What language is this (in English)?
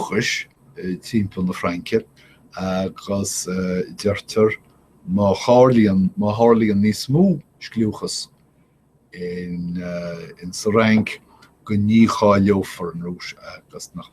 Irish